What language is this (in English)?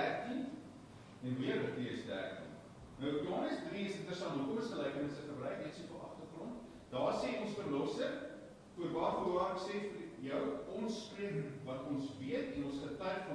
Afrikaans